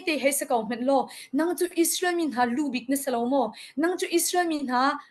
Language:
Hakha Chin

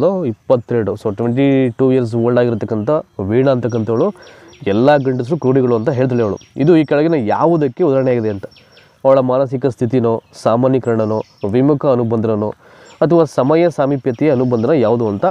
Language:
Kannada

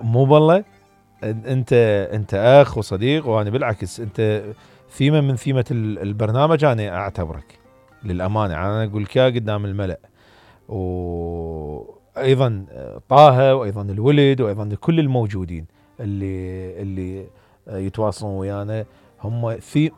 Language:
Mesopotamian Arabic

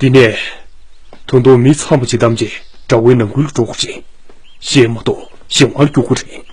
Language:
Tibetan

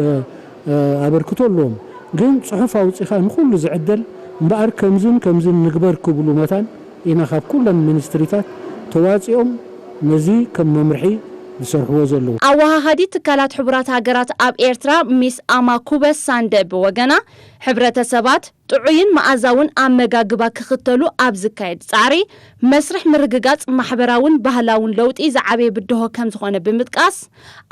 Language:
Tigrinya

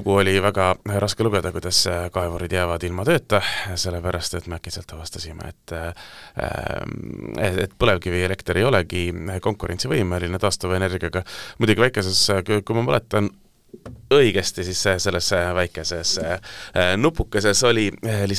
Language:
Estonian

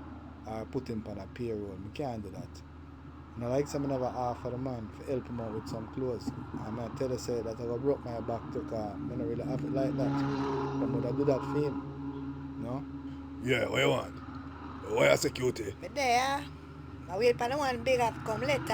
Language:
Jamaican Creole English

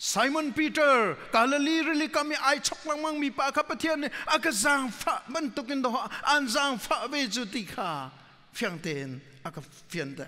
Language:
Hakha Chin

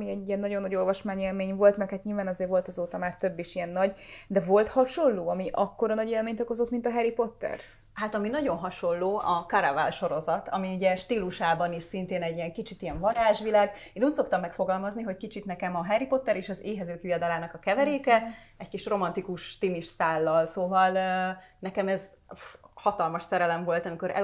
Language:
Hungarian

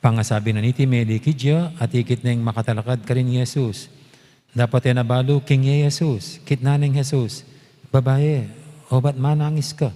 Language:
Pampanga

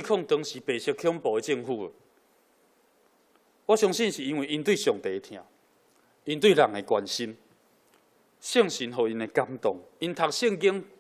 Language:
Min Nan Chinese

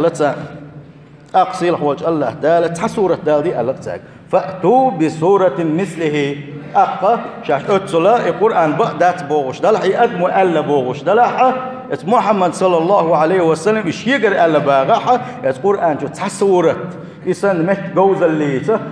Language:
Chechen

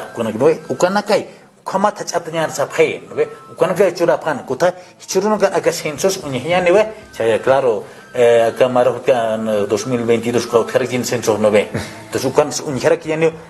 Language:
Aymara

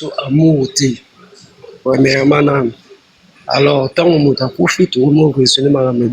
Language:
Lingala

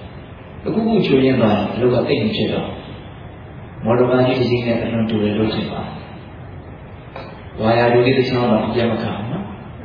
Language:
Burmese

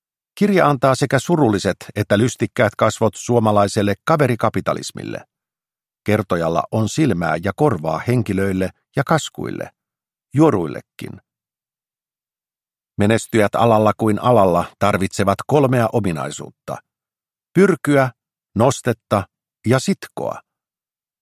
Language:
Finnish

